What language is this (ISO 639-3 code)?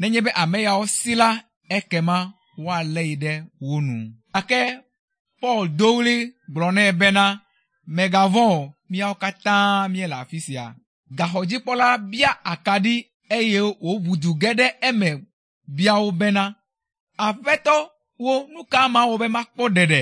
ewe